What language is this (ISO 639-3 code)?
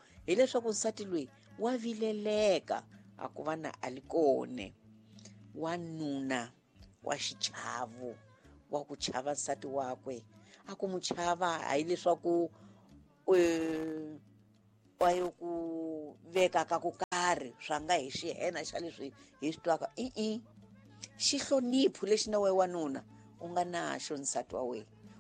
tso